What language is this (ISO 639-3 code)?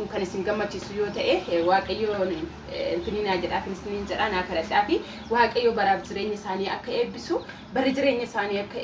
orm